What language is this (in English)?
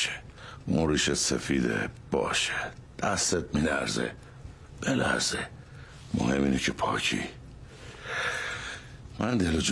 Persian